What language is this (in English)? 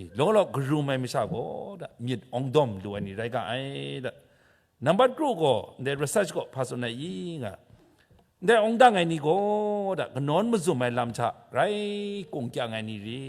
Kachin